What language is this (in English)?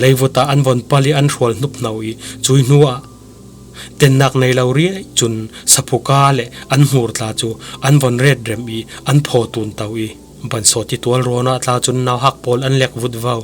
Falam Chin